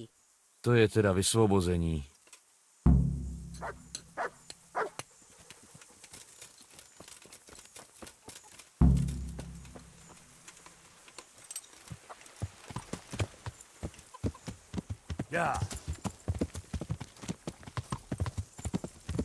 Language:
Czech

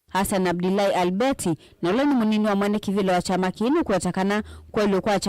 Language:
Kamba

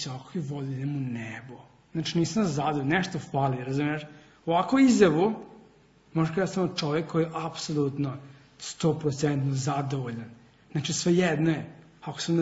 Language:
Serbian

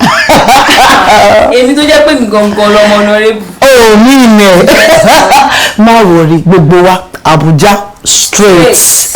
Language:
Yoruba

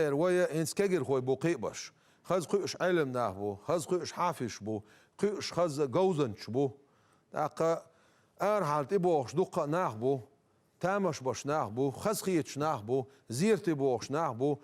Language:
Chechen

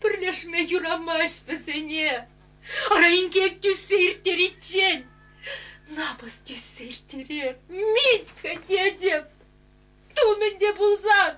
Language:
Chuvash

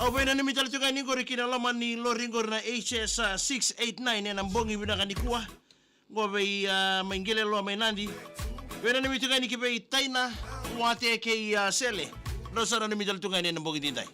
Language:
Fijian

